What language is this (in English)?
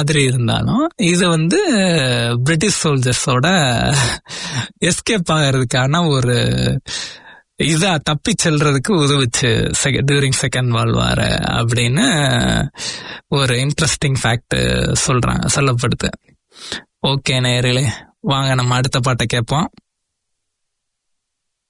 Tamil